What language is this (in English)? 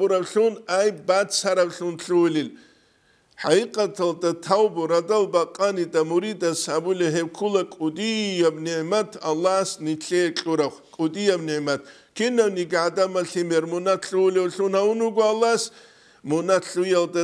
Avaric